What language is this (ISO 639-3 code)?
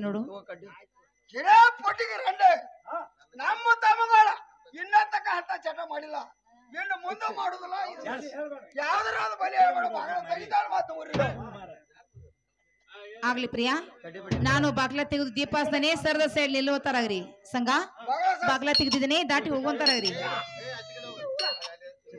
kan